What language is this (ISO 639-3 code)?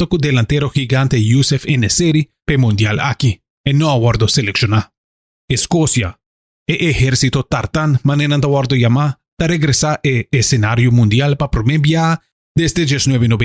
pap